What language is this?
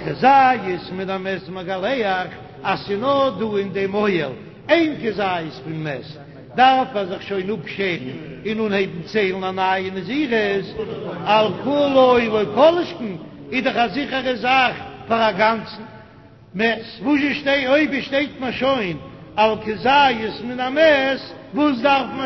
Yiddish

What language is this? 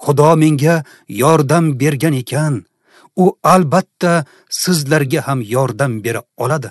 Uzbek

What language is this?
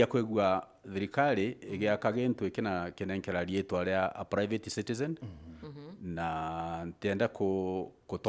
Meru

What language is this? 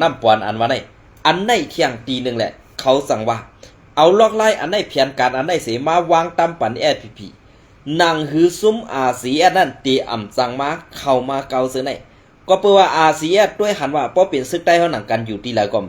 Shan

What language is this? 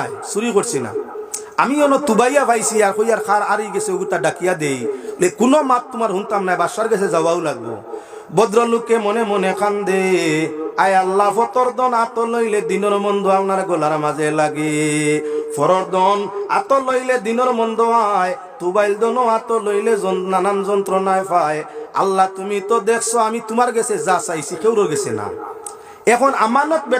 Sylheti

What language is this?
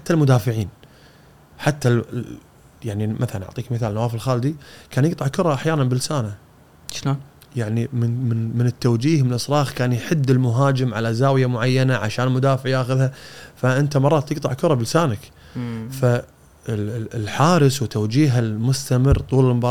Gulf Arabic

